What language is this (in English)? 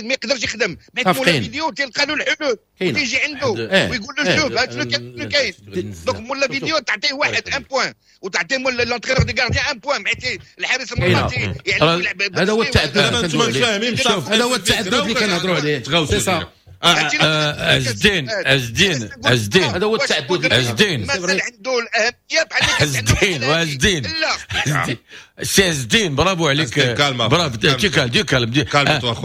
Moroccan Arabic